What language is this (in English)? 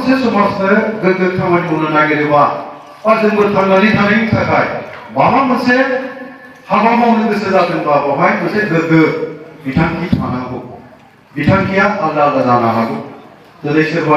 Bodo